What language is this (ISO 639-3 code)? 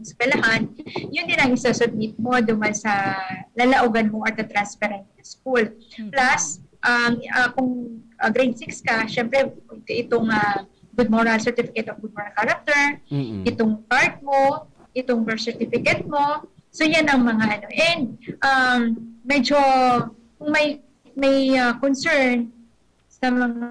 bik